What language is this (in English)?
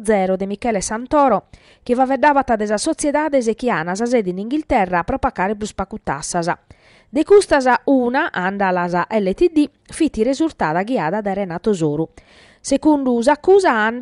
Sardinian